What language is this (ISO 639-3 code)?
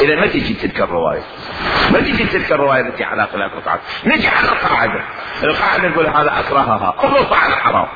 acm